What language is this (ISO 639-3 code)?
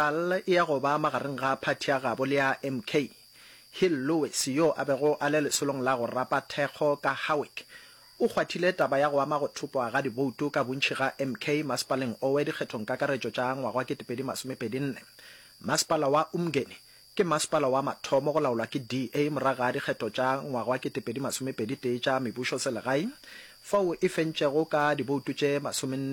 nso